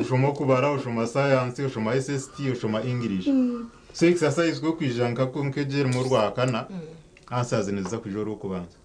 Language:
Nyankole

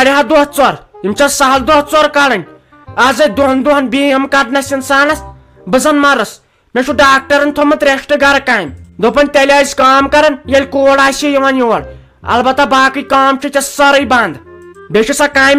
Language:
Kashmiri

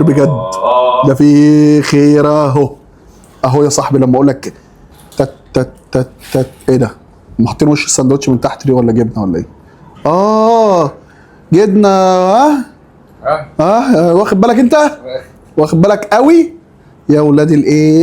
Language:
Egyptian Arabic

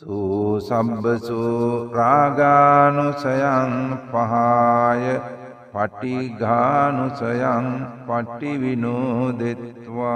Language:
Sinhala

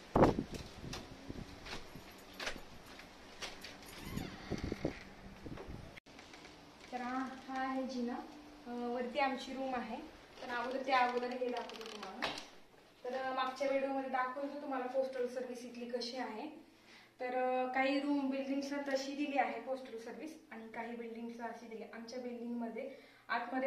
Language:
Marathi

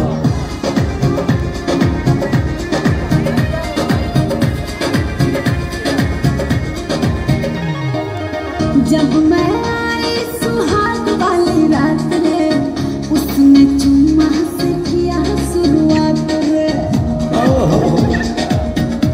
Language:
Bhojpuri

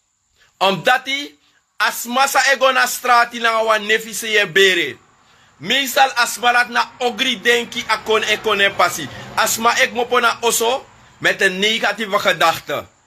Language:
Sranan Tongo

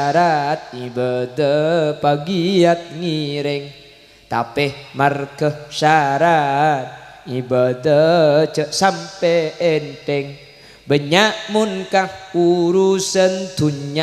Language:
Madurese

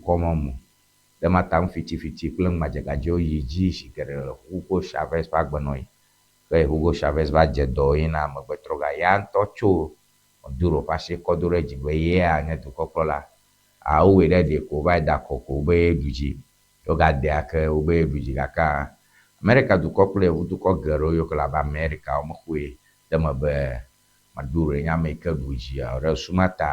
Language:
Ewe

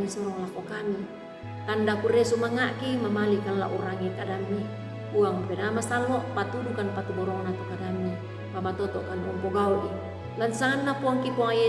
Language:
Toraja-Sa'dan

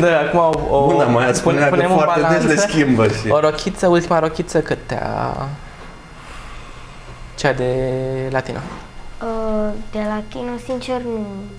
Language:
Romanian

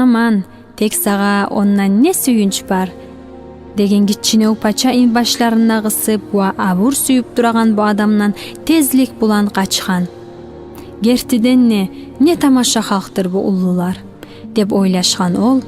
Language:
Kumyk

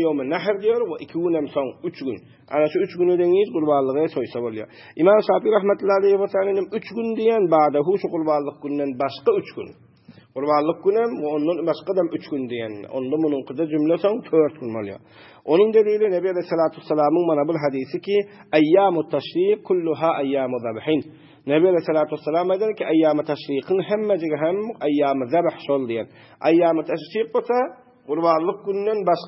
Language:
Turkmen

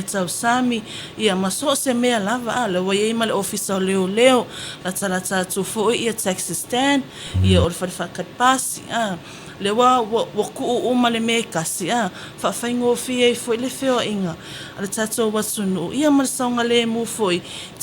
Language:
Samoan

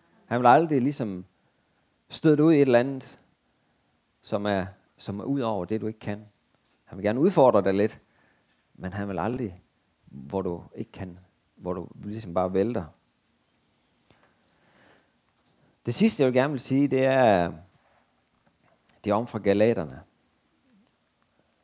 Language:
Danish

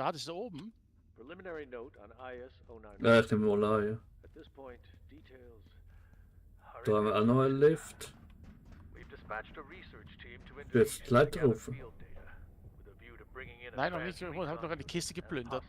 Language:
Swiss German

